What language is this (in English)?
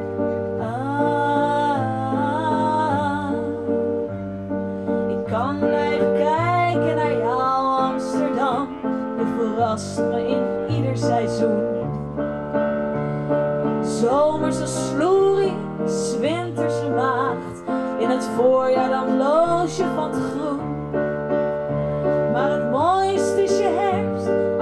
Dutch